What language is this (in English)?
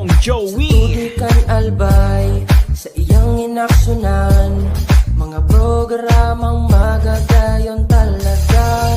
Bikol